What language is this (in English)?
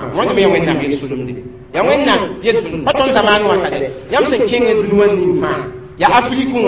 Mossi